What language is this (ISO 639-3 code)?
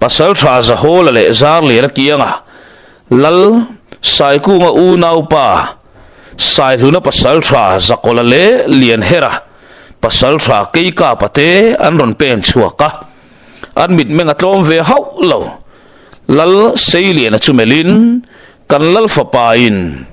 lus